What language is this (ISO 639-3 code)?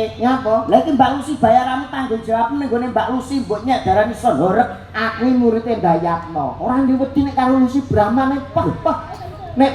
jav